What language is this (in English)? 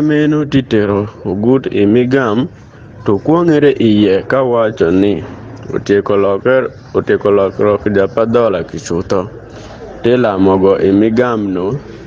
Adhola